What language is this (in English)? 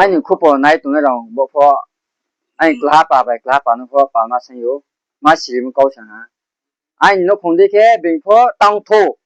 Riang (India)